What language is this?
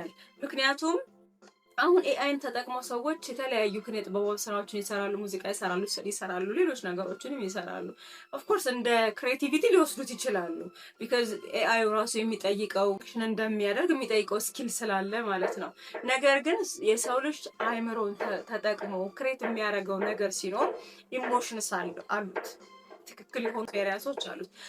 Amharic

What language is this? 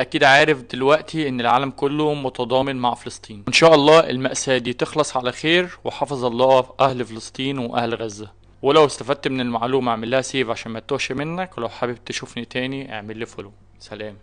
Egyptian Arabic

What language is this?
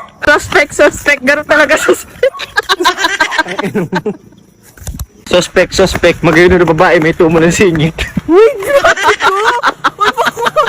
Bikol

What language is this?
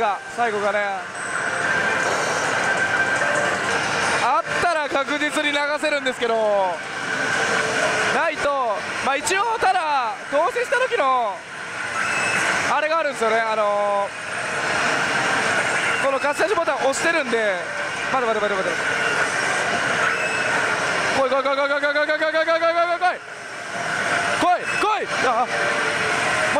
Japanese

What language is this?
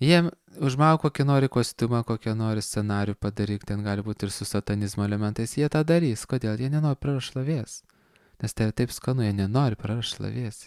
Lithuanian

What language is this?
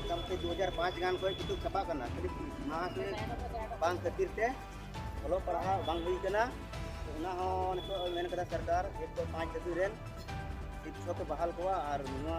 Santali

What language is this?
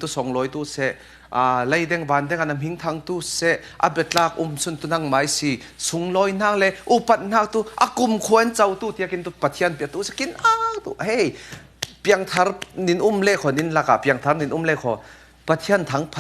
Falam Chin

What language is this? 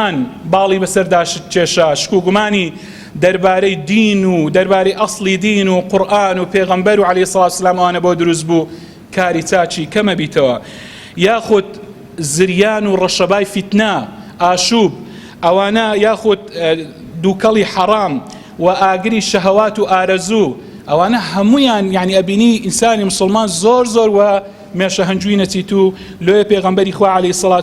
Central Kurdish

